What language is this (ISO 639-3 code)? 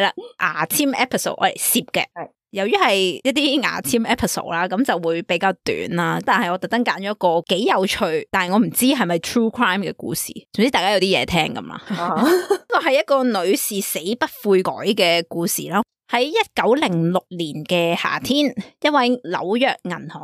yue